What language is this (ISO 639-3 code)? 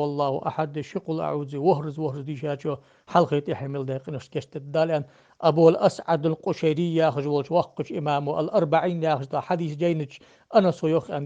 inh